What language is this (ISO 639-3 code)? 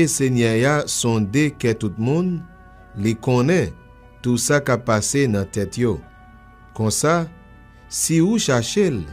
hat